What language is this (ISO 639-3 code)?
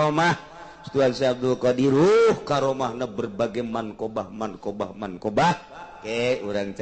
sun